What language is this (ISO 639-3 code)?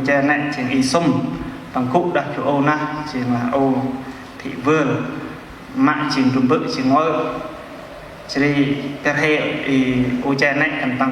cmo